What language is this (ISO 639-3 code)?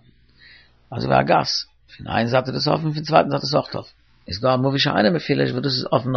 yid